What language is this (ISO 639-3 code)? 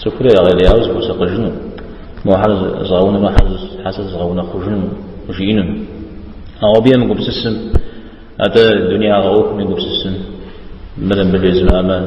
kbd